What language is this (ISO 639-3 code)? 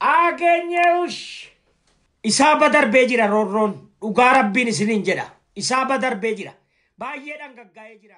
orm